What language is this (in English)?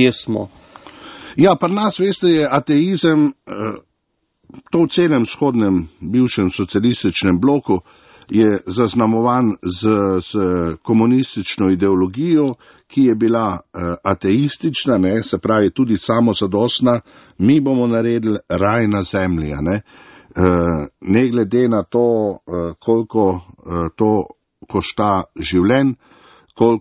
Slovenian